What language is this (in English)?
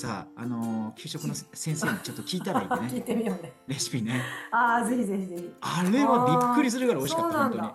Japanese